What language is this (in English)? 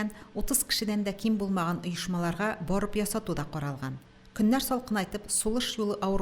Tatar